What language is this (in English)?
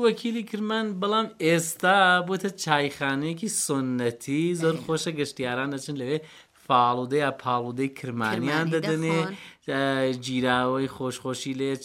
Central Kurdish